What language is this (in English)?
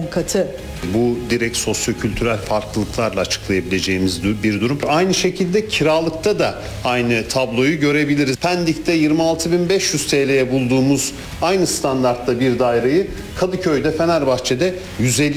Turkish